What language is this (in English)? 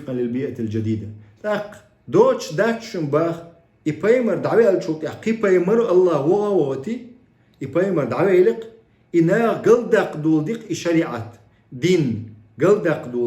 Chechen